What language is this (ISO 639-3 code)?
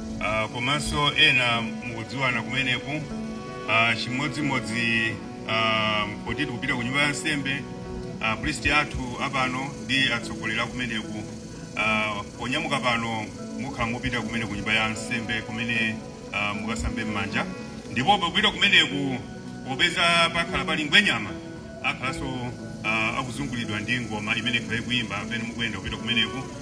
nya